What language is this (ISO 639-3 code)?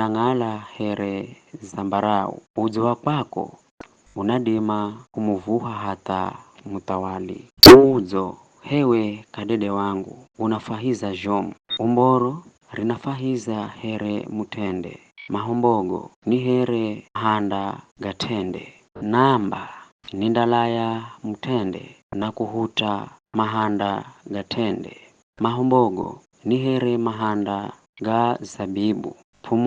nyf